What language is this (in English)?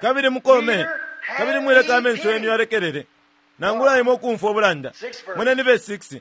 Bemba